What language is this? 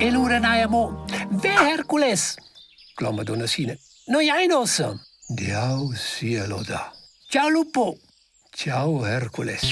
Romansh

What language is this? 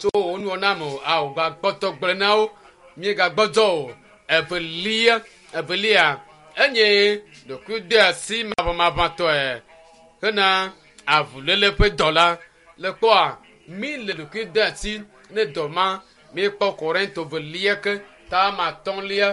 Ewe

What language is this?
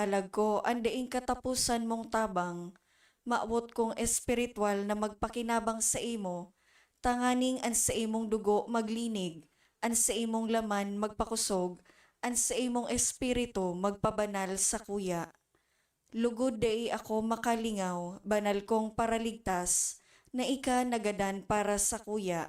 Bikol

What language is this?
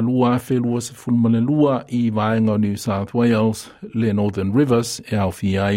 Samoan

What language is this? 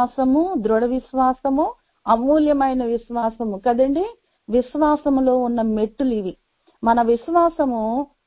Telugu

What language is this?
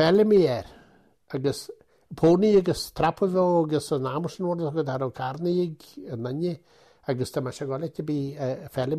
Irish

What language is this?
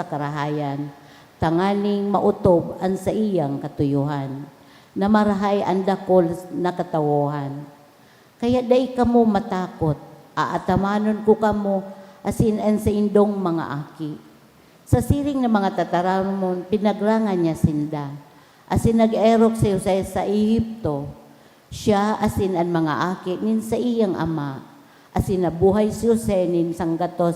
Bikol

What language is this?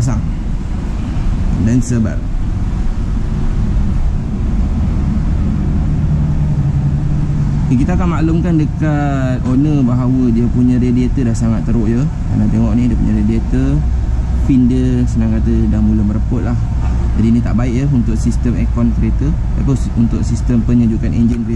Malay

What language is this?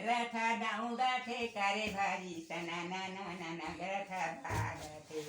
Chhattisgarhi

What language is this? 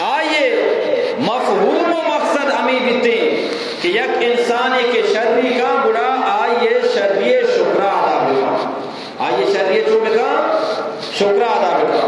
Eastern Balochi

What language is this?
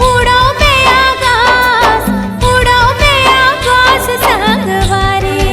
Chhattisgarhi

